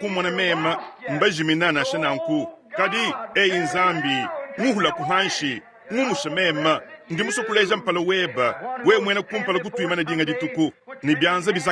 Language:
Luba-Lulua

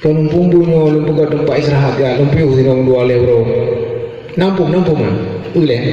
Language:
Achinese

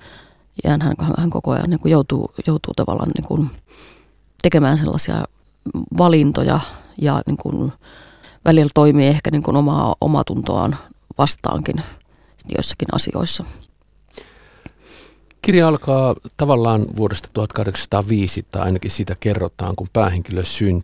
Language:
Finnish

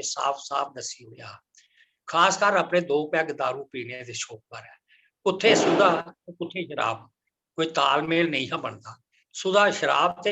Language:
Dogri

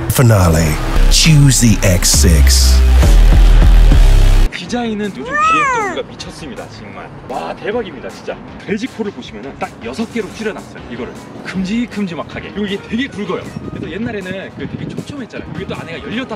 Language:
Korean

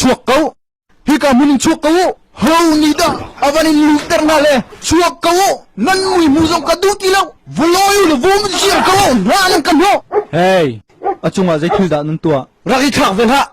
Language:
Hakha Chin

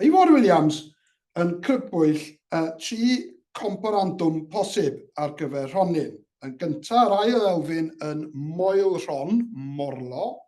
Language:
Welsh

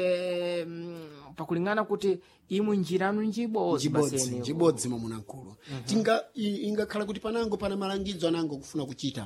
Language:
Sena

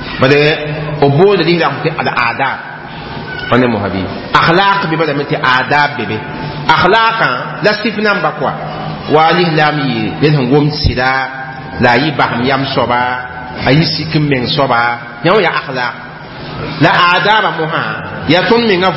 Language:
Mossi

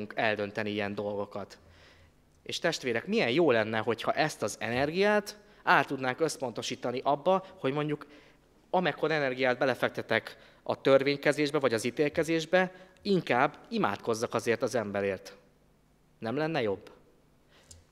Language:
Hungarian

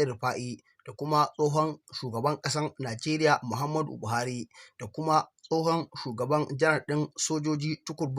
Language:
Hausa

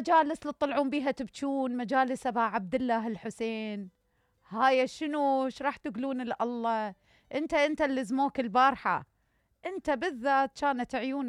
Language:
Mesopotamian Arabic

